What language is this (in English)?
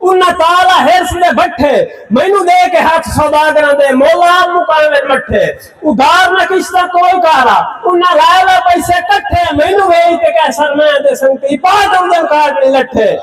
Saraiki